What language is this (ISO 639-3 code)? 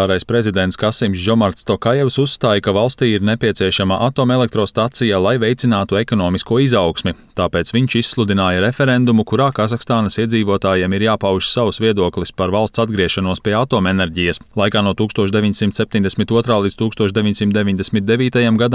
lav